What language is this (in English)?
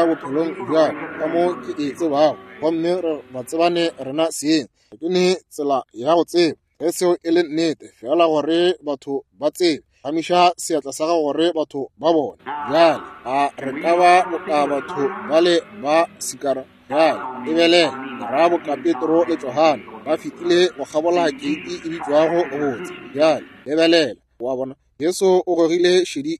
Northern Sotho